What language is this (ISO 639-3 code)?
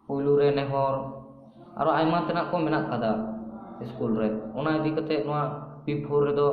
sat